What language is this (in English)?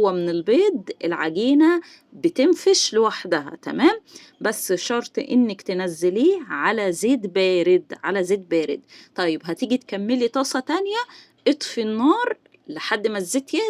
Egyptian Arabic